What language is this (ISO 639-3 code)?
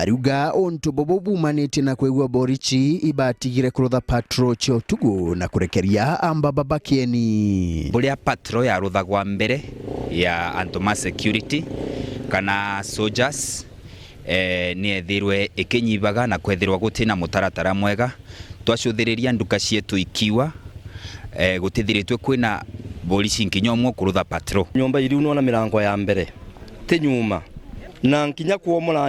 mer